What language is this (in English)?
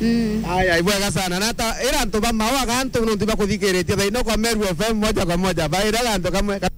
Meru